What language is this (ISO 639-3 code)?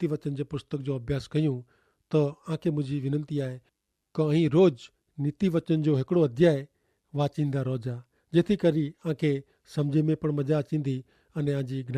kfr